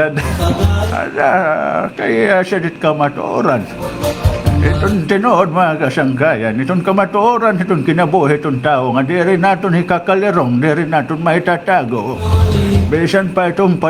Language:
Waray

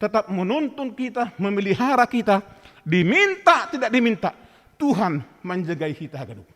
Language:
Batak Simalungun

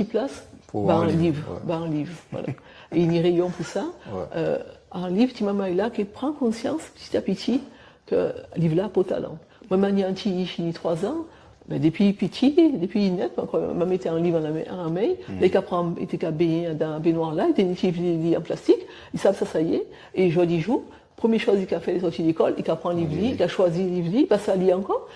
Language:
Guadeloupean Creole French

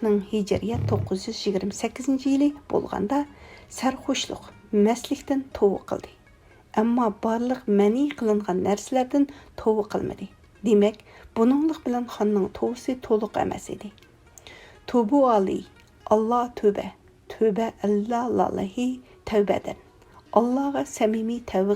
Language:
Uyghur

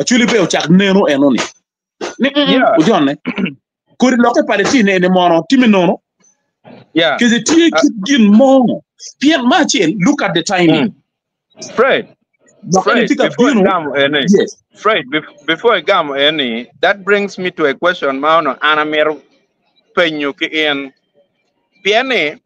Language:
Acoli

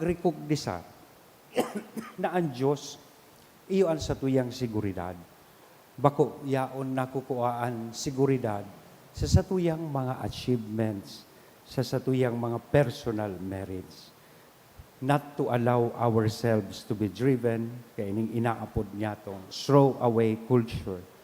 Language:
Bikol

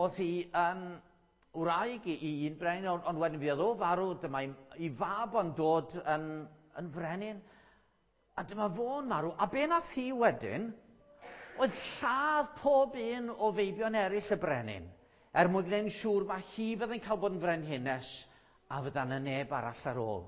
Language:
Welsh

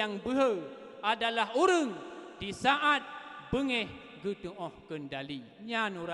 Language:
Achinese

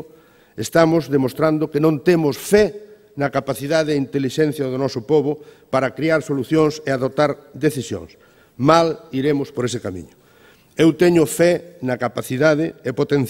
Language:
Galician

